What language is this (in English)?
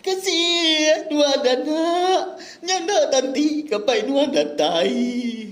Iban